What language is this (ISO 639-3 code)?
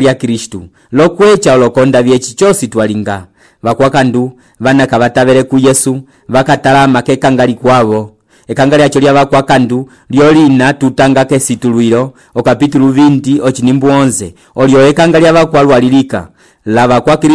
umb